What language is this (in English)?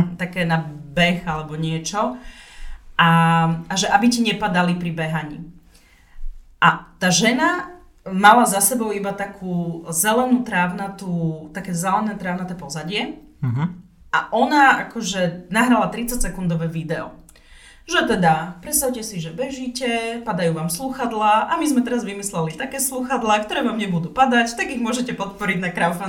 Slovak